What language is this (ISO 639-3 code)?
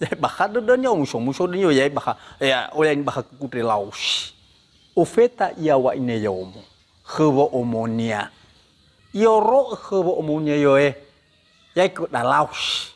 nia